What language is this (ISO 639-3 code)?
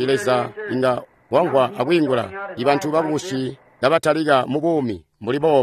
toi